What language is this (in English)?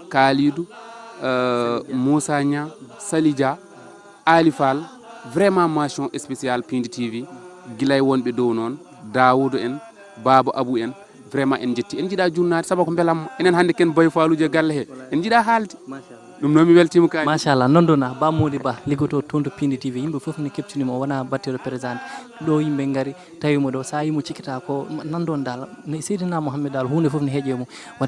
Fula